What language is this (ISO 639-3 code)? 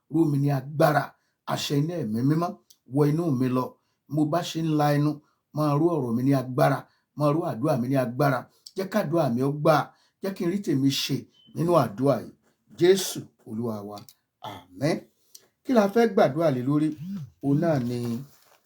yor